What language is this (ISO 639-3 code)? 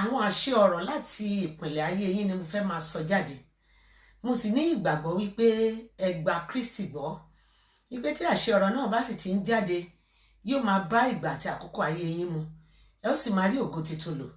yor